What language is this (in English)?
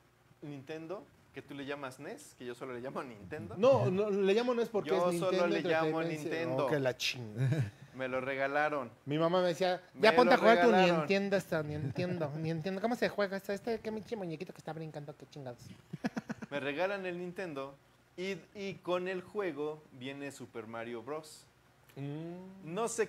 Spanish